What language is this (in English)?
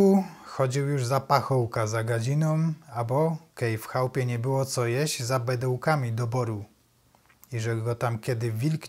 Silesian